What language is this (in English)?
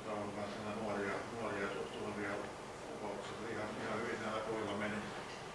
Finnish